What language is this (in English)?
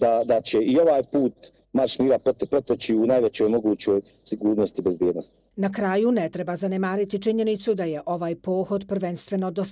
Bosnian